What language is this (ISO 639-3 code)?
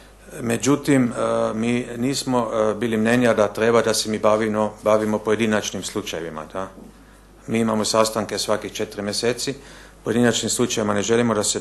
bos